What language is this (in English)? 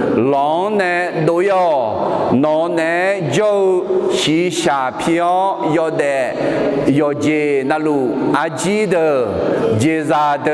Akha